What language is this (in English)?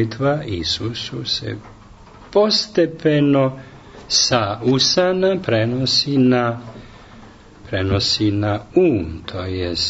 Serbian